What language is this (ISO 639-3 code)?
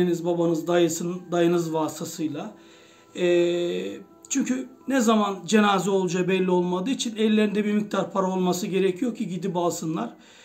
tur